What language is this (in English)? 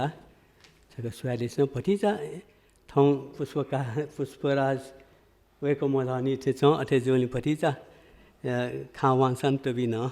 Newari